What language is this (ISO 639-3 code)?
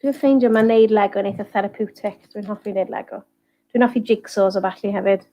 cym